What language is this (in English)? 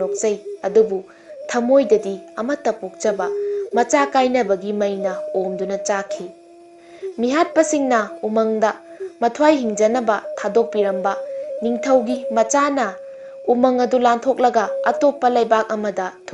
Manipuri